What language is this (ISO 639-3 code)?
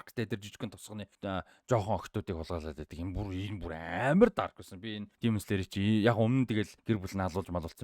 mon